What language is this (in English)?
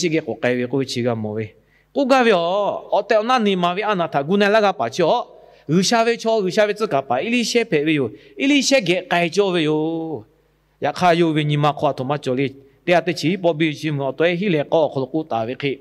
Lahu